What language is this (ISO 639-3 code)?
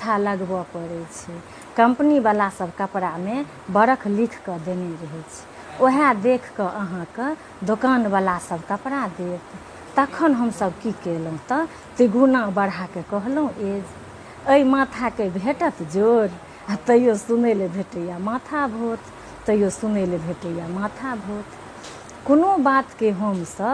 mai